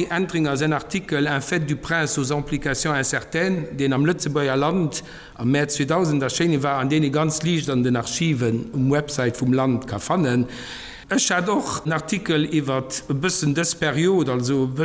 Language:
Luxembourgish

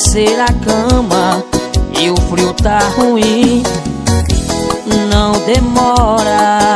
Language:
Portuguese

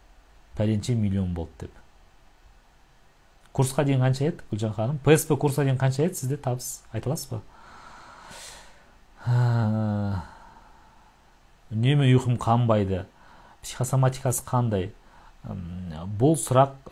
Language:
Kazakh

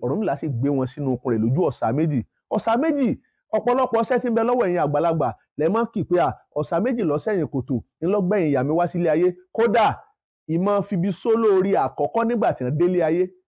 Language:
Yoruba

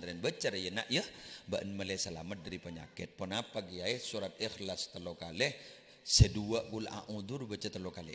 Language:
Madurese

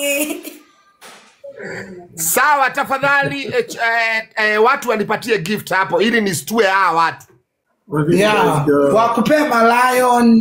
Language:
Swahili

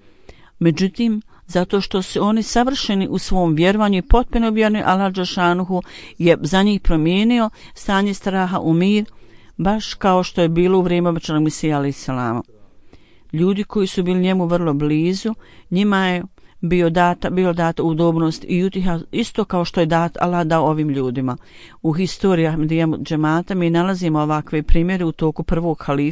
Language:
Bosnian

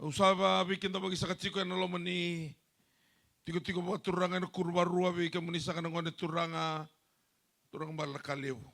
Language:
Fijian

